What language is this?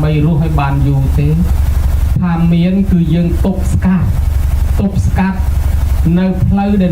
Khmer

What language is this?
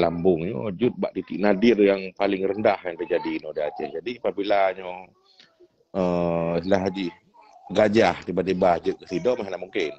Achinese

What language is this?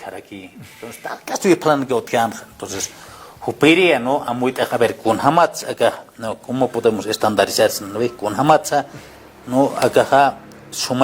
Aymara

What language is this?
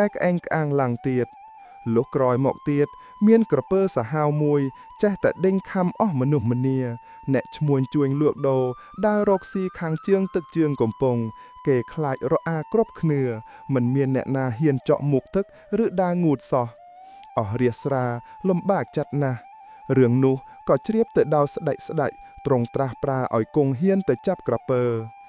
Khmer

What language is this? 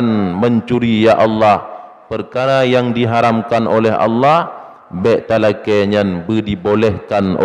Achinese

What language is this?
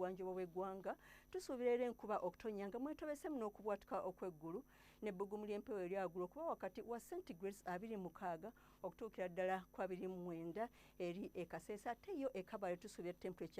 Ganda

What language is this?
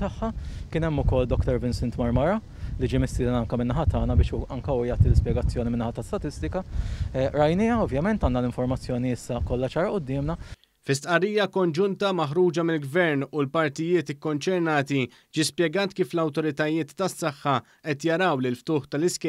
Maltese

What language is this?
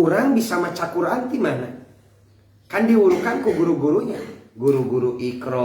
Sundanese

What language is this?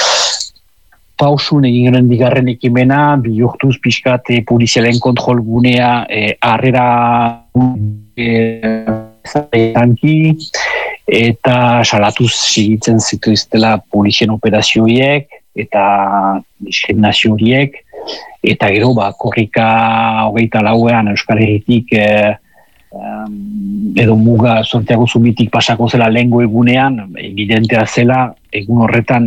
Basque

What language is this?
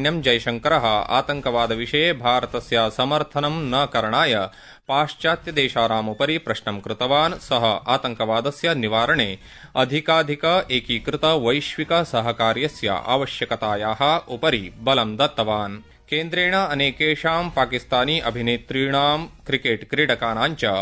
Sanskrit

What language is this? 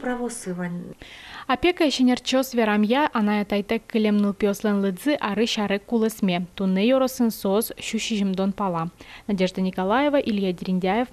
Udmurt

